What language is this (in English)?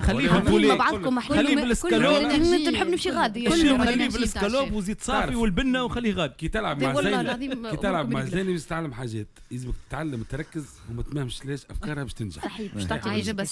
Tunisian Arabic